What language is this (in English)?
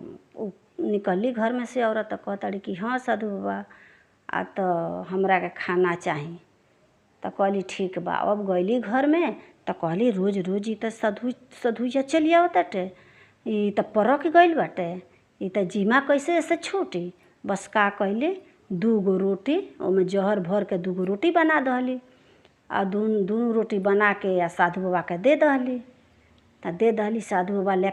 Bhojpuri